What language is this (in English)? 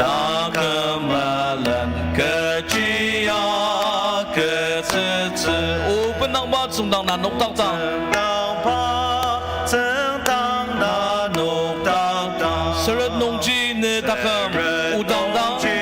Ao Naga